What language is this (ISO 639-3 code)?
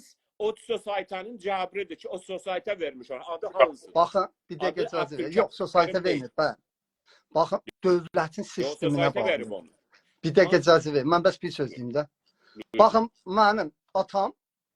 azb